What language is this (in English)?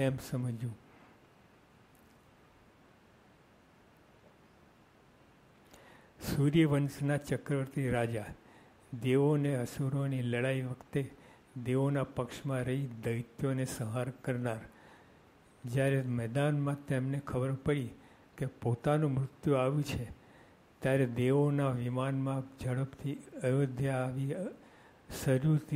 Gujarati